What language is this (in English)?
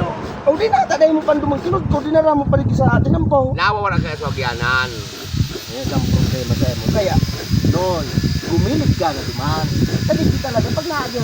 Bikol